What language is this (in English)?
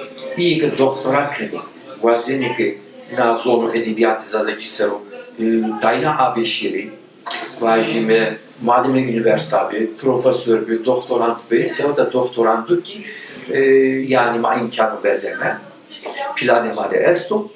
Zaza